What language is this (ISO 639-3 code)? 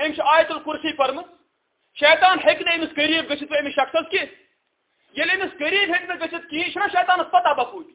kas